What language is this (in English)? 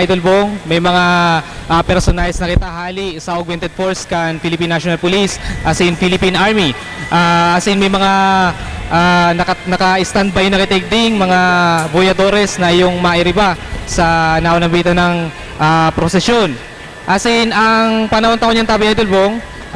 Bikol